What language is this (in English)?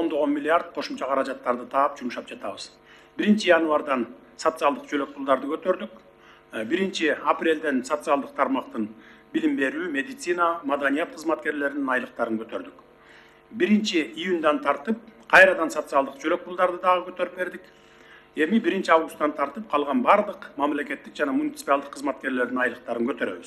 Kyrgyz